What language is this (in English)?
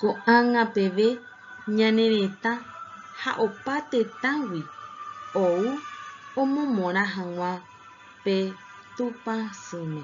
Guarani